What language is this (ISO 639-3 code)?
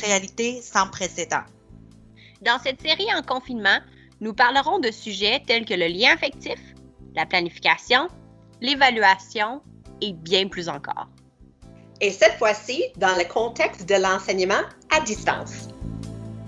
fra